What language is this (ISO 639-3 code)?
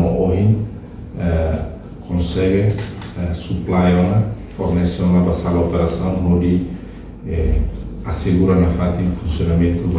tet